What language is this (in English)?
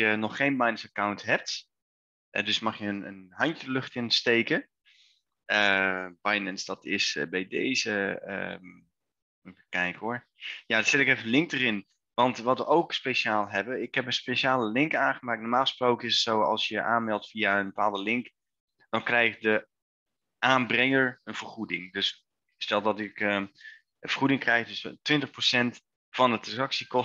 Dutch